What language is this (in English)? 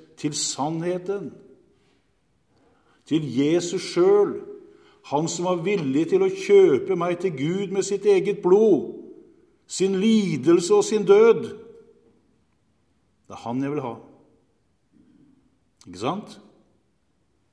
Norwegian